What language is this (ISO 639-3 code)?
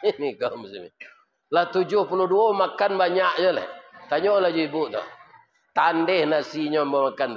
min